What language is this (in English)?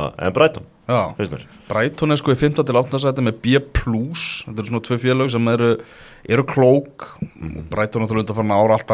Icelandic